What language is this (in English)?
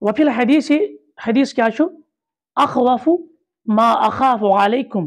Kashmiri